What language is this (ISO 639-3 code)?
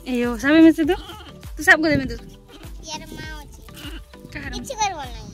sat